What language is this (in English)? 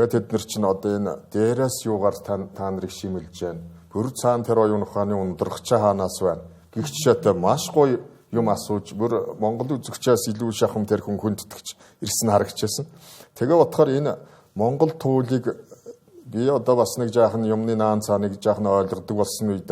Mongolian